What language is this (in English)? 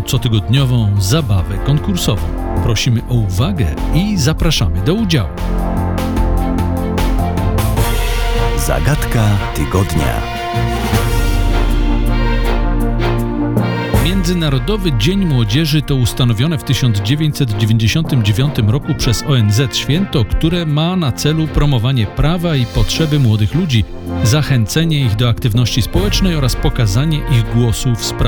Polish